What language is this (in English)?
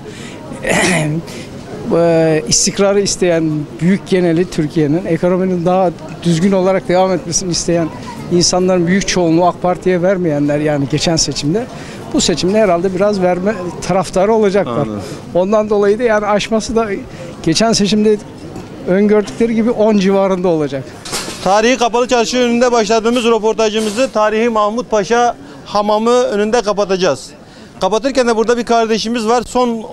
Turkish